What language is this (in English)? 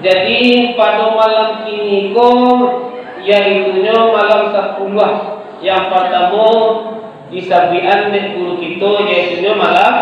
Minangkabau